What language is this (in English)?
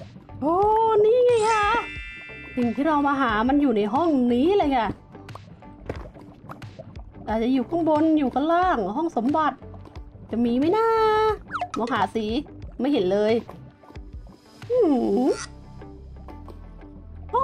Thai